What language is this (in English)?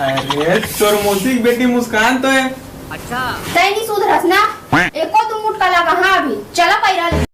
Chhattisgarhi